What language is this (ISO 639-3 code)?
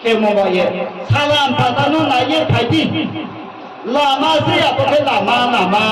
ria